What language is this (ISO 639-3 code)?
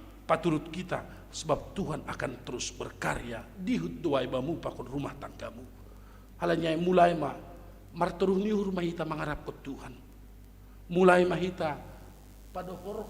bts